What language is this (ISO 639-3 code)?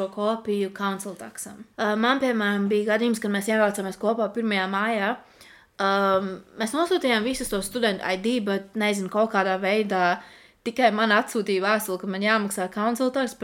lav